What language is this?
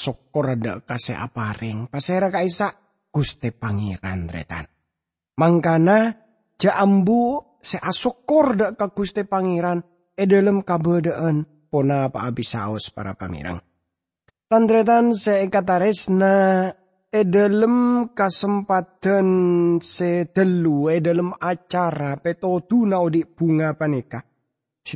Madurese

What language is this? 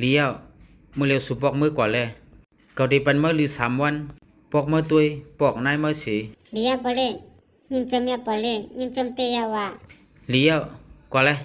Shan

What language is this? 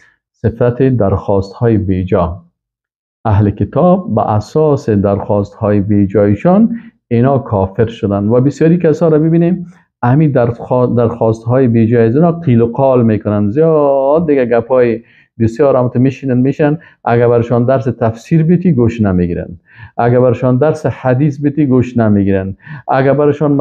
Persian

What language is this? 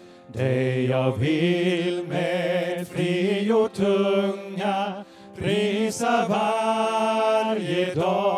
Swedish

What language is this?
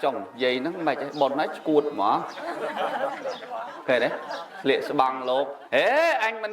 Khmer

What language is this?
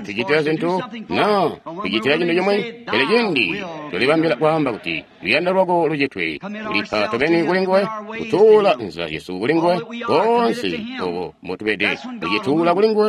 Tonga (Zambia)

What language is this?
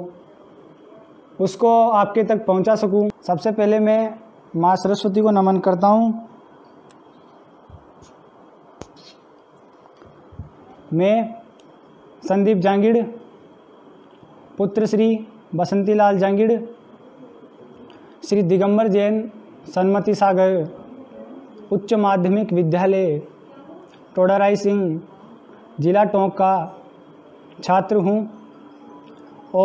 Hindi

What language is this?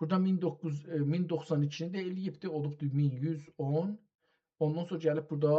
South Azerbaijani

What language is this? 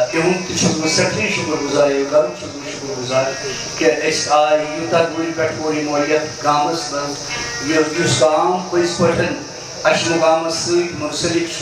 Kashmiri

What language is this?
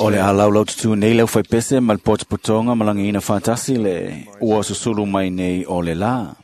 Samoan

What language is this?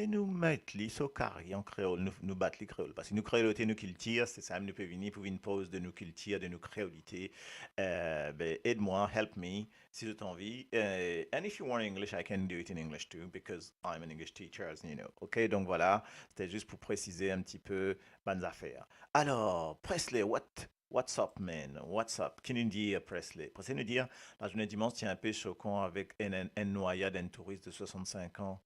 Morisyen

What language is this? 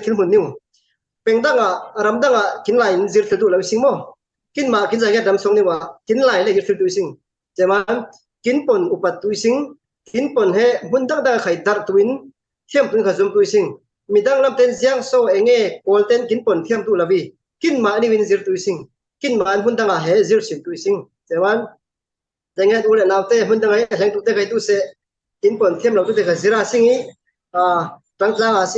Falam Chin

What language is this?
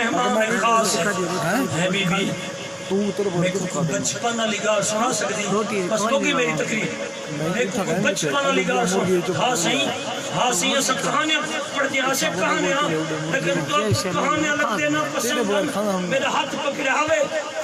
Saraiki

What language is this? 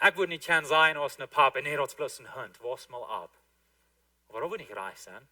Plautdietsch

